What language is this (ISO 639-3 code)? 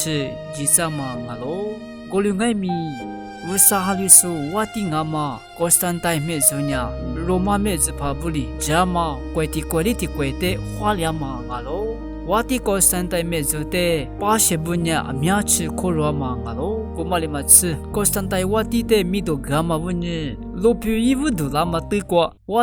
lis